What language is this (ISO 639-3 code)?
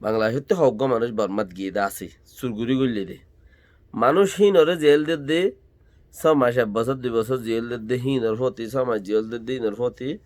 rhg